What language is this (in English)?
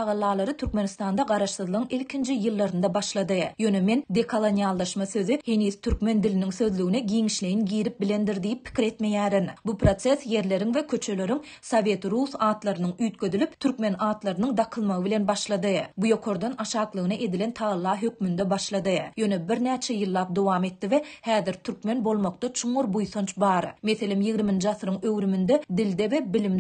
Turkmen